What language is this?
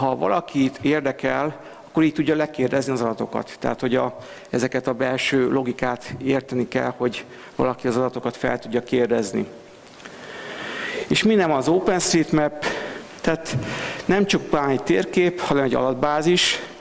Hungarian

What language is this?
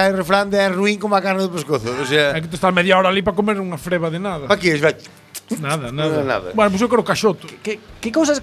Galician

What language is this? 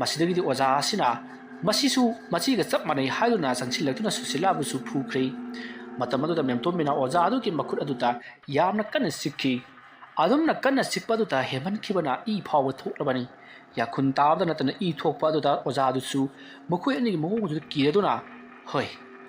Manipuri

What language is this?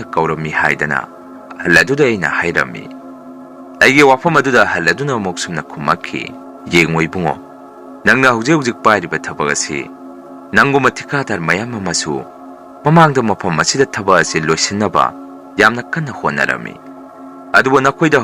Manipuri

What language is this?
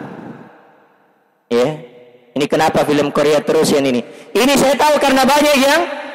Indonesian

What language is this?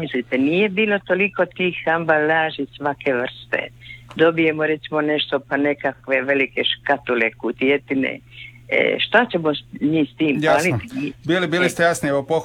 Croatian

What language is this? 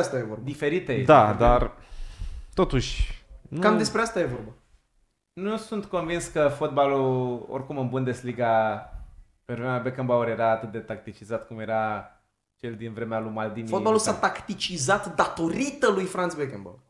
Romanian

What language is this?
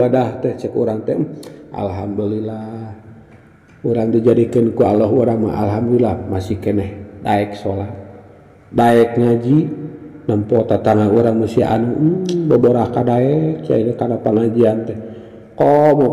Sundanese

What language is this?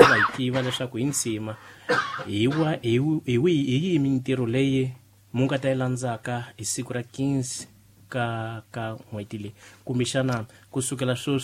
Tsonga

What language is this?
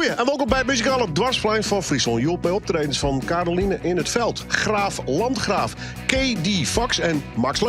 Western Frisian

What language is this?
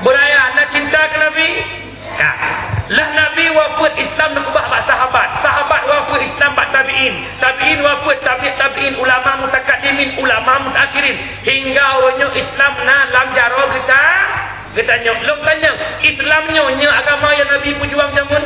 Achinese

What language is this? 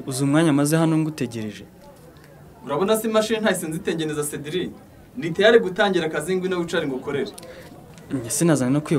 Kinyarwanda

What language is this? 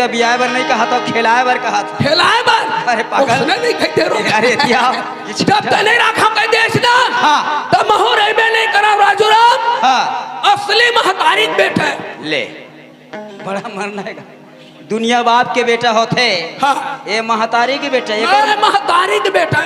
Chhattisgarhi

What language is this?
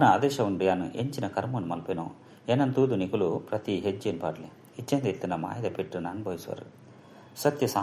Tulu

